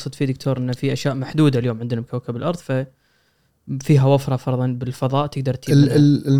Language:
Gulf Arabic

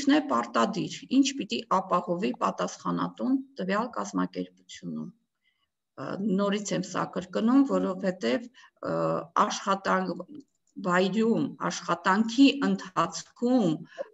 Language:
Armenian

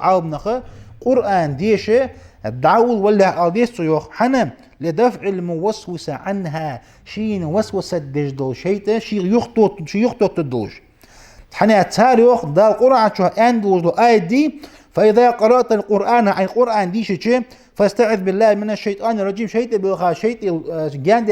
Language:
Ingush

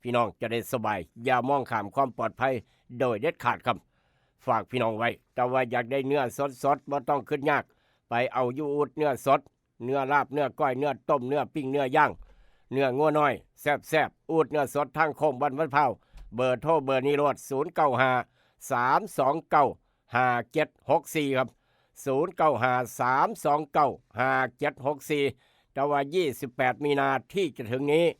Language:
Northeastern Thai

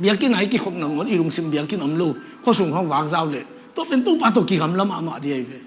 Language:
Tedim Chin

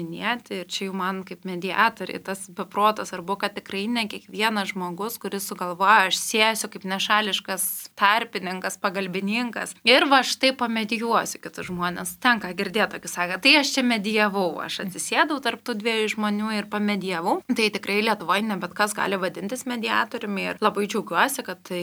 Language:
Lithuanian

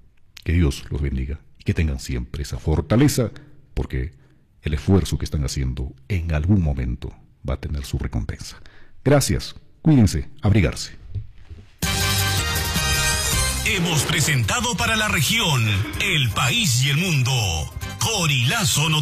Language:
Spanish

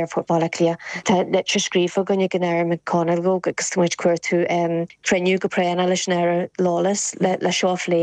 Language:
Irish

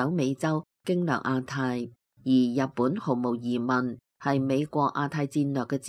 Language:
Cantonese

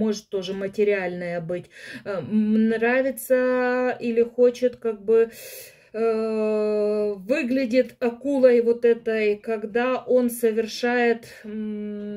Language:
Russian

